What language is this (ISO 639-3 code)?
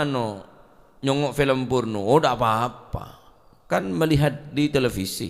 mad